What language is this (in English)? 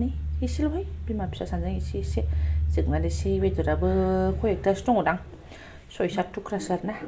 Bodo